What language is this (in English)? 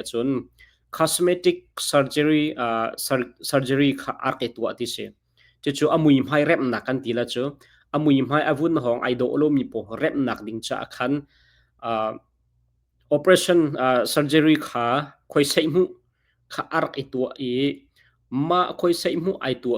Hakha Chin